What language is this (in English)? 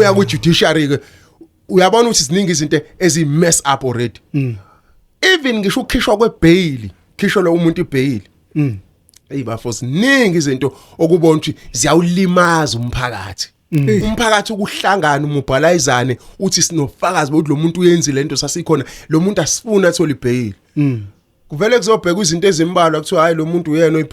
Zulu